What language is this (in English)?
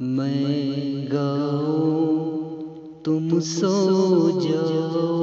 Kashmiri